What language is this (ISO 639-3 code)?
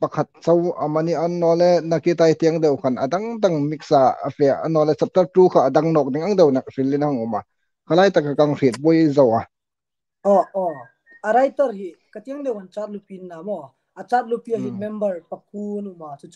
hmr